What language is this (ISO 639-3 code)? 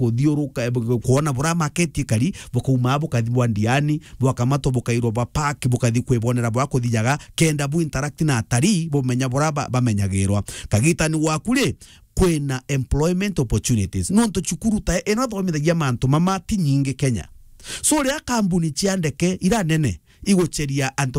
mer